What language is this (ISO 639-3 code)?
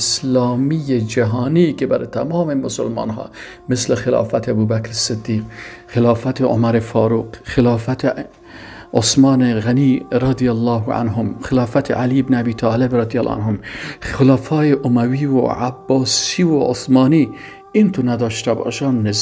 fas